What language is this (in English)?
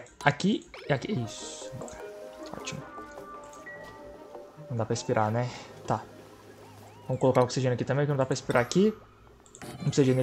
Portuguese